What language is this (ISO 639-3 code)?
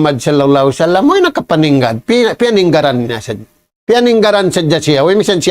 tsg